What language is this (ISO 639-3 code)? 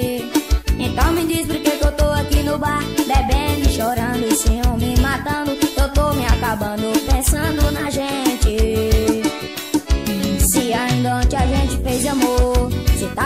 por